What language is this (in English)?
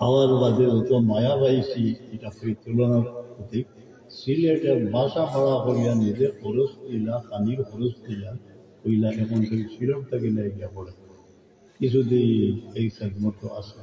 Sylheti